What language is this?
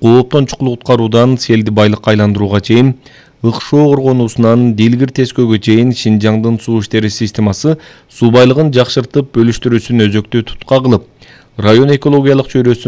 Kyrgyz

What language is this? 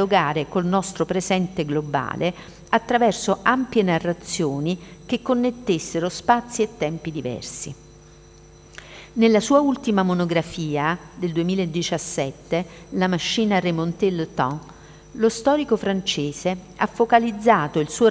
Italian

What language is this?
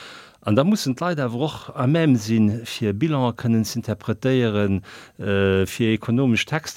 Luxembourgish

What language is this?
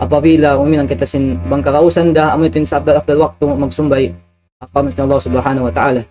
Tausug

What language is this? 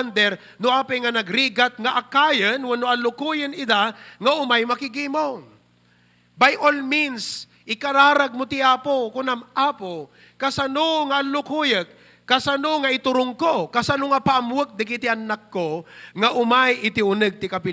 Iloko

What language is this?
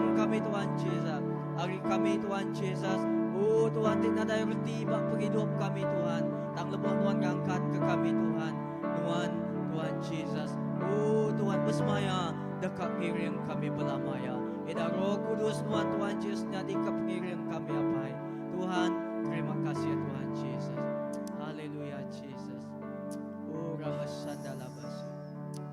Iban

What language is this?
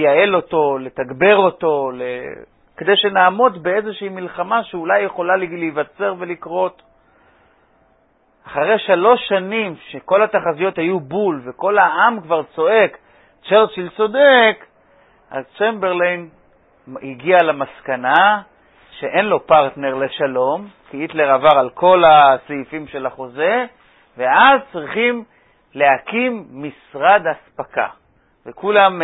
Hebrew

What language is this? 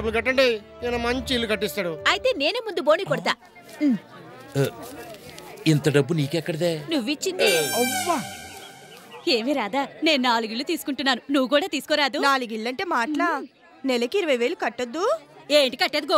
Telugu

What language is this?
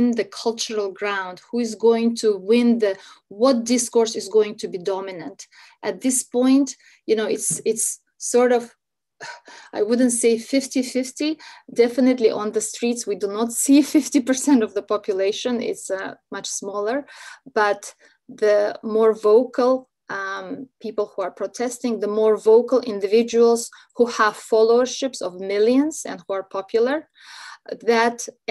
English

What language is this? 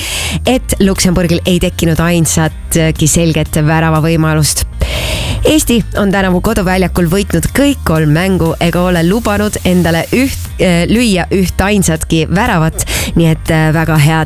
Estonian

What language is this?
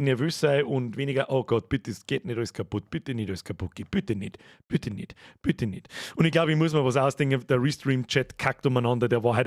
Bavarian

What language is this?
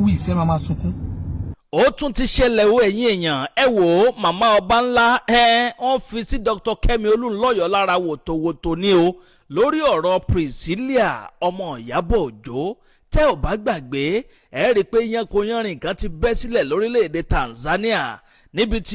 Yoruba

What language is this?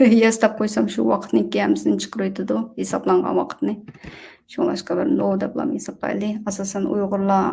Uyghur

